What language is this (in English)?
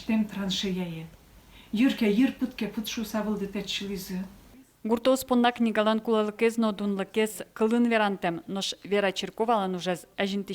Udmurt